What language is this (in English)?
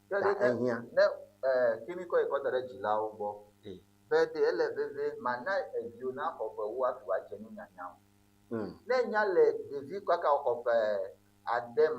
Ewe